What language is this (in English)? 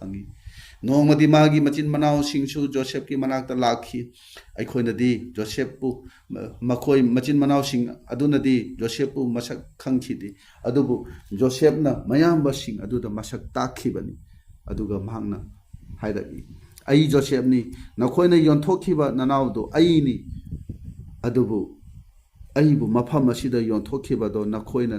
Manipuri